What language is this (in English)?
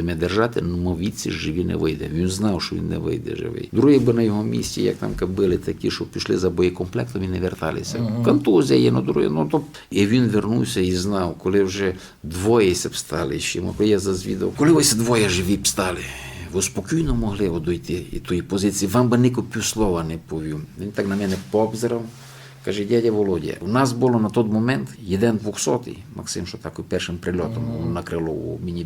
Rusyn